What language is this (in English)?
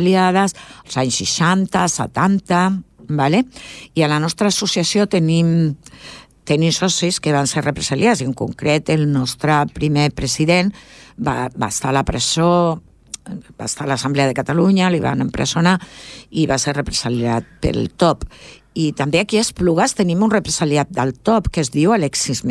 Catalan